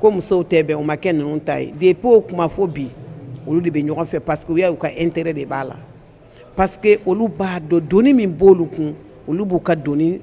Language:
Bambara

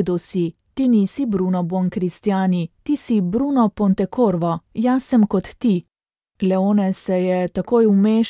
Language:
Slovenian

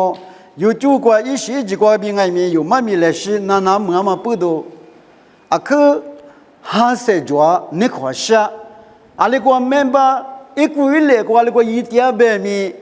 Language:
Lisu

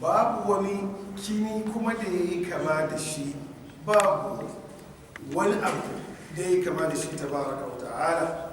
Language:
Hausa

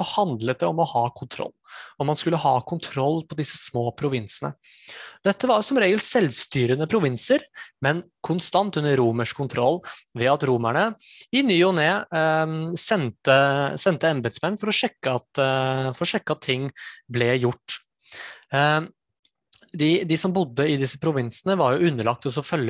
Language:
Norwegian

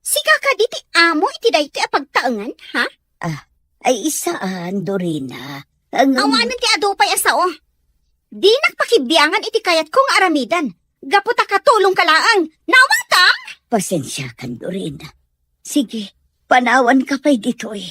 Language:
Iloko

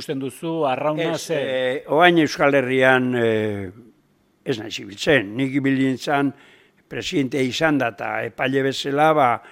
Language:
Basque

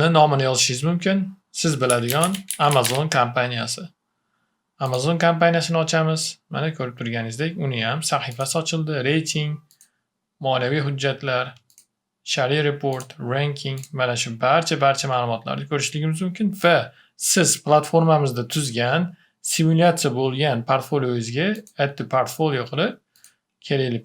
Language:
Uzbek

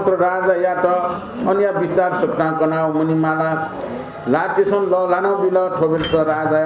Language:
Newari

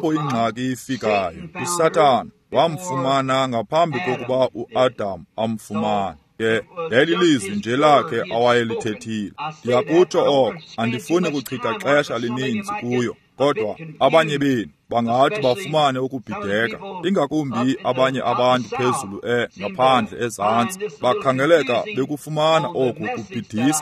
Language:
Xhosa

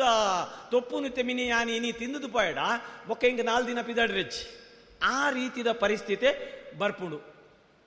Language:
Tulu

